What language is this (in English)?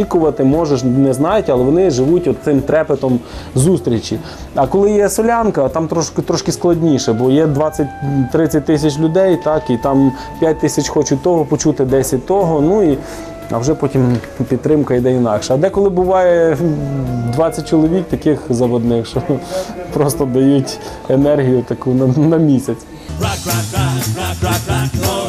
Ukrainian